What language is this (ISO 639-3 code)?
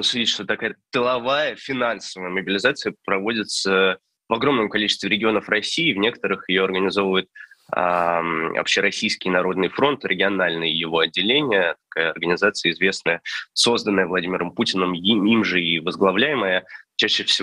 rus